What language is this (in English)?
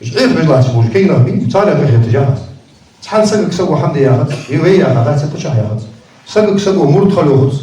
Ingush